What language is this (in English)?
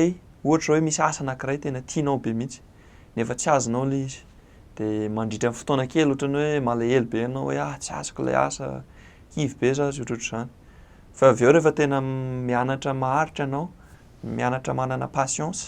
Malagasy